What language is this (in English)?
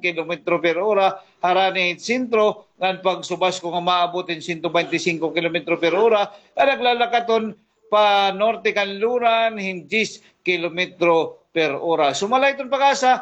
Waray